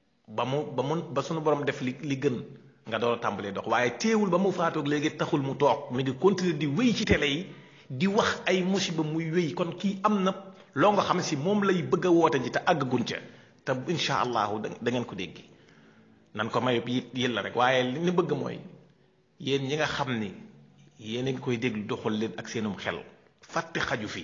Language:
Wolof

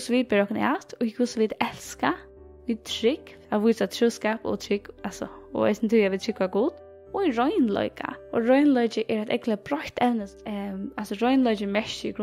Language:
Faroese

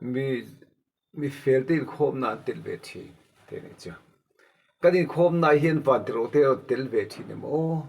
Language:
Mizo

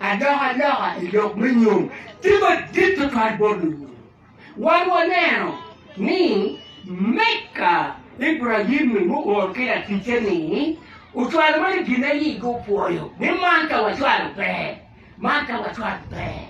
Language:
Acoli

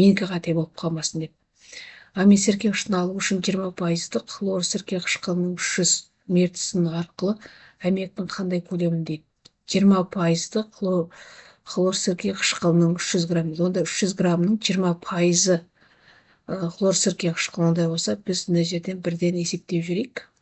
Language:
Kazakh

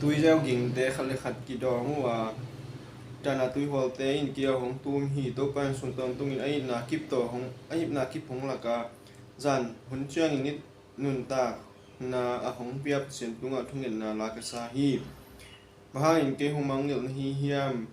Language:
Tedim Chin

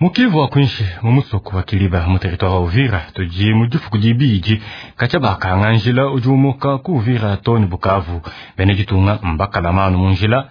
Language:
Luba-Lulua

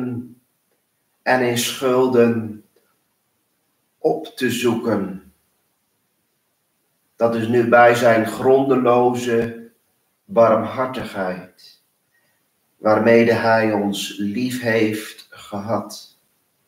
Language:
Dutch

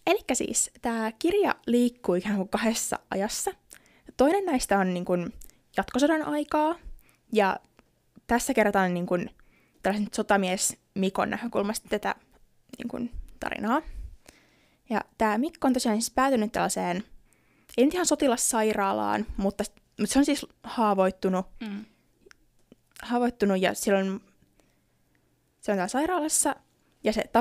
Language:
Finnish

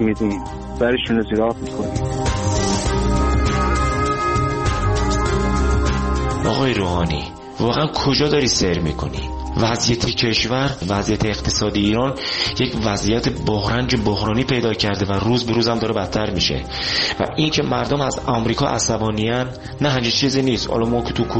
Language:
Persian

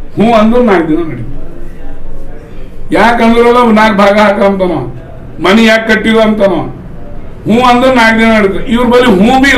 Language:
Kannada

